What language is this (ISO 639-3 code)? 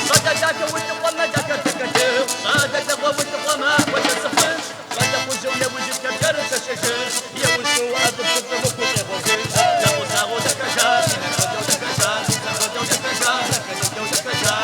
kbd